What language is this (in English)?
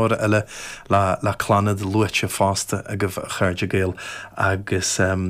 Irish